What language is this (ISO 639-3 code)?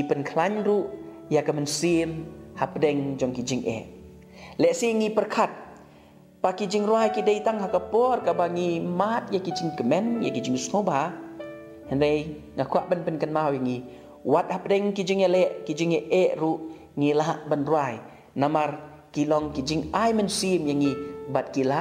kha